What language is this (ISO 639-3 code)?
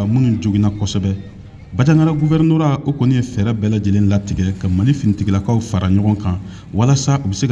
bam